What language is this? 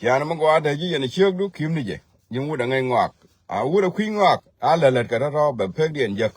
Nuer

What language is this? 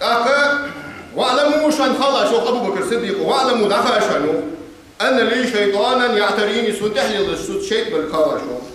Ingush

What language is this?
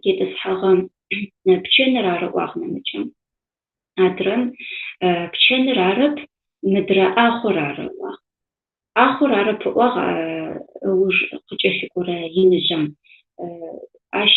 Adyghe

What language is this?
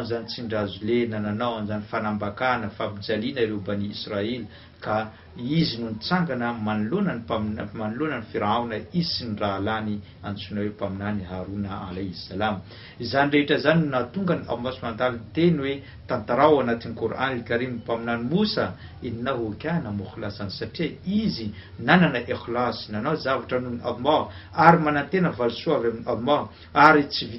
Malagasy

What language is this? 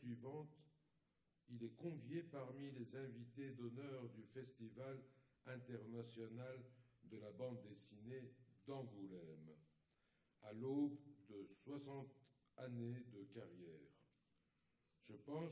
French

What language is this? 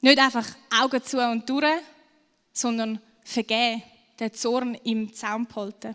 Swiss German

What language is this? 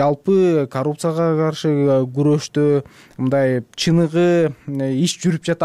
Kyrgyz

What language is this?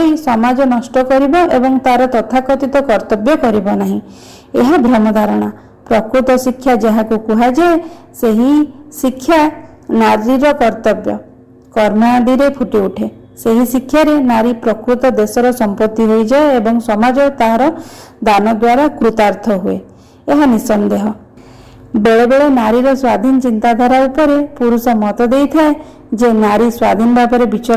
Odia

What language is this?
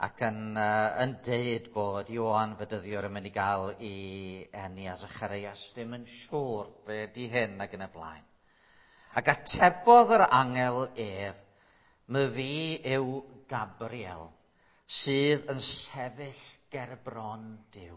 Welsh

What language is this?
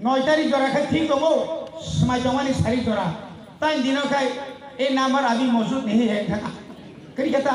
Kok Borok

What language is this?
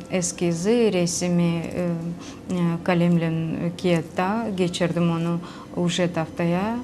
Gagauz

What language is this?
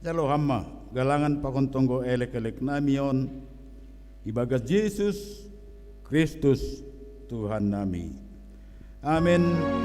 Batak Simalungun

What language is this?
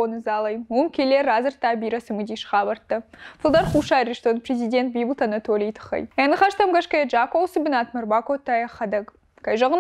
Ossetic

